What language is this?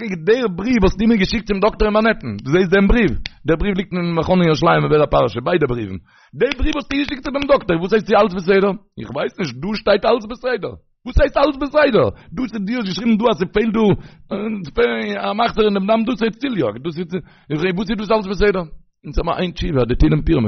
Yiddish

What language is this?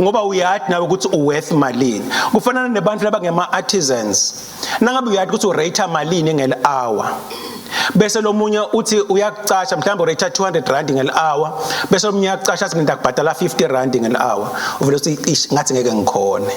Swati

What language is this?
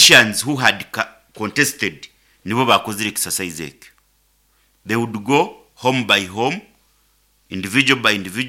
Nyoro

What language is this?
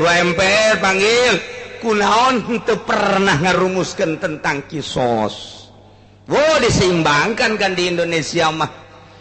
Sundanese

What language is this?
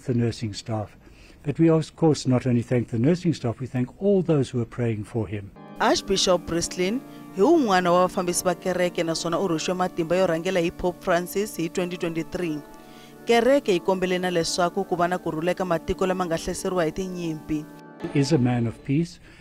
Tsonga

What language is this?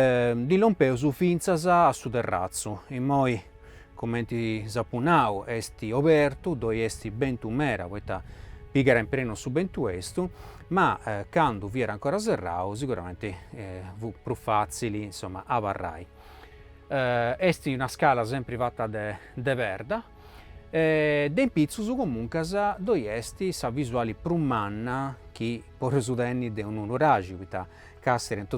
Sardinian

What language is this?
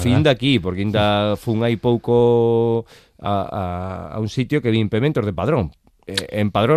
Galician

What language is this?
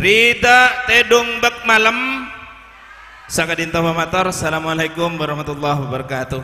Madurese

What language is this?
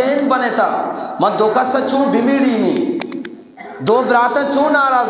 Eastern Balochi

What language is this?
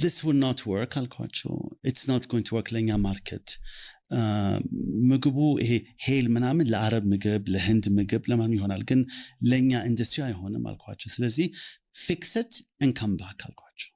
Amharic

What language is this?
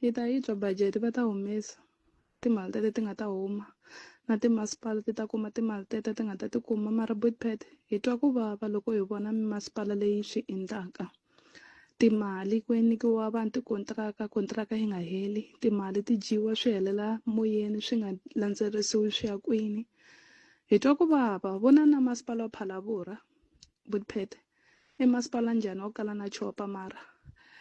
Tsonga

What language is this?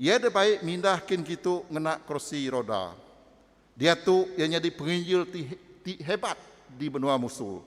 Iban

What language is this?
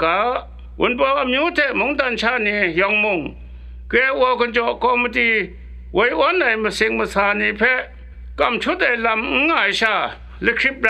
Kachin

